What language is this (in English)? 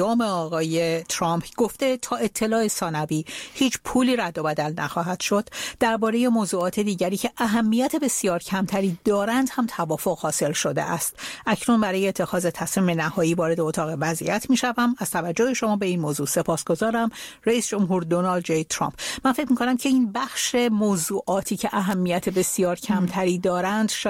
Persian